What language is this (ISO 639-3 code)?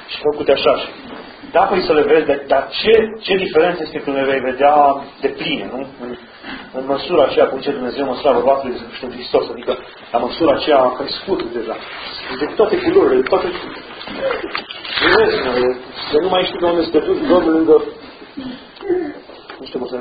ron